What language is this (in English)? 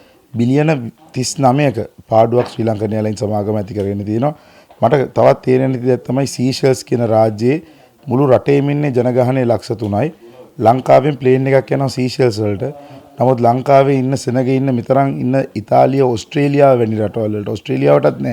Sinhala